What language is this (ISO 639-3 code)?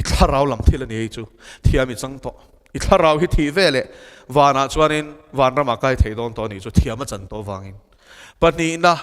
lus